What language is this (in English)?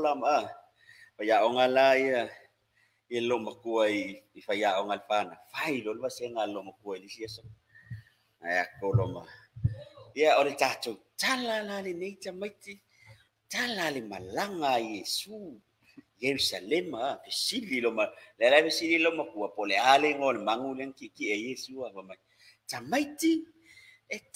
Samoan